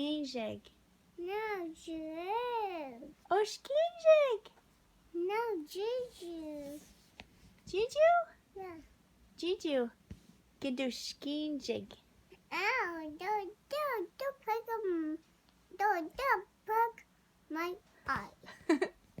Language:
Ojibwa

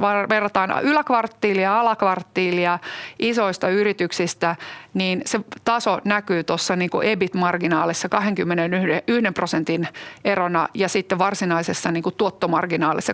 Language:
Finnish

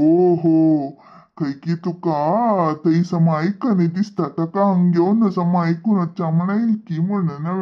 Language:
Konkani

